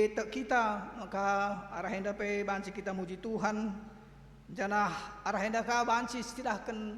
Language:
Batak Karo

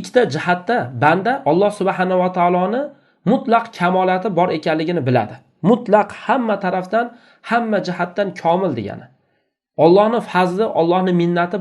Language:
Uzbek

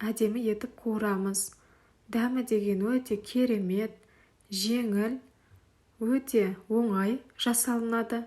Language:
Kazakh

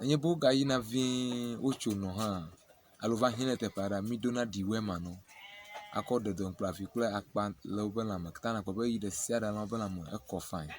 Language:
Ewe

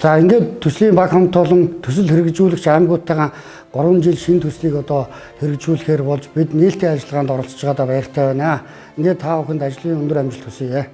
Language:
Mongolian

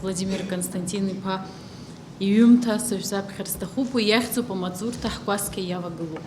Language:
Abkhazian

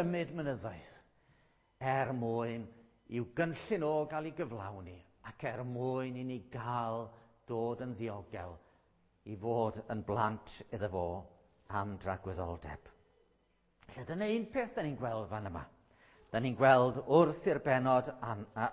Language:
Welsh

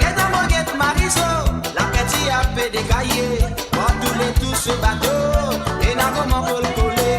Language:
Morisyen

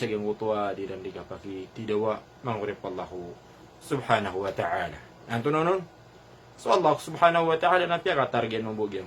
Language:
Maranao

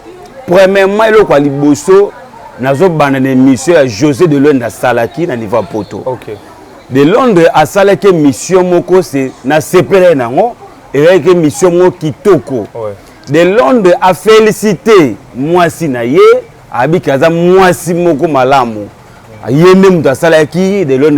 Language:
Lingala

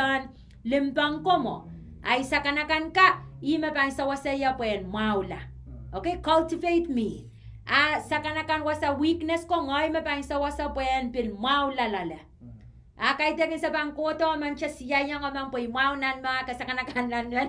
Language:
Pohnpeian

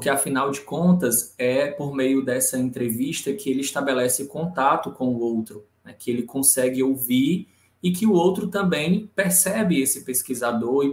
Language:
Portuguese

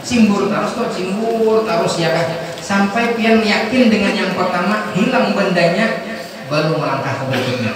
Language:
Banjar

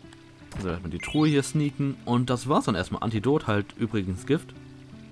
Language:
German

